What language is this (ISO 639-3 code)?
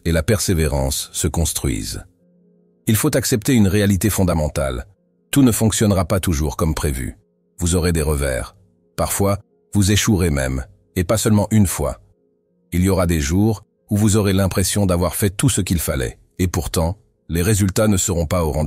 fra